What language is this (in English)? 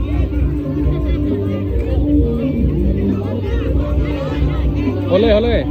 Lao